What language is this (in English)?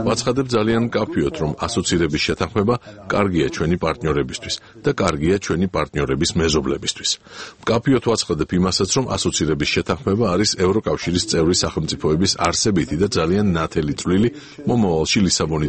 Georgian